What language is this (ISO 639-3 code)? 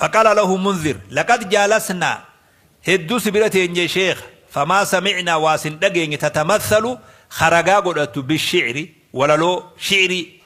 orm